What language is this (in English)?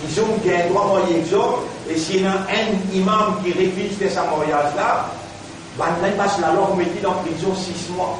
Morisyen